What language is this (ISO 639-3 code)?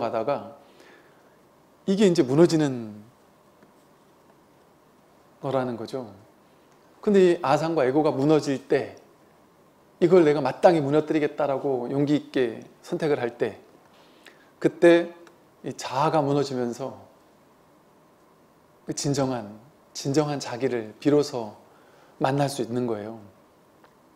kor